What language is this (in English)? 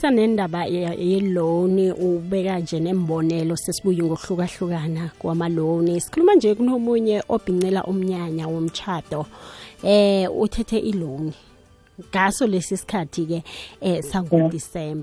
South Ndebele